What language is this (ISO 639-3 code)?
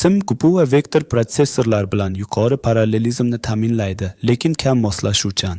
uzb